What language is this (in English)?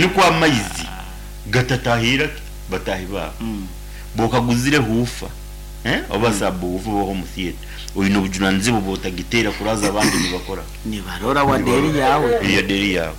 Nyankole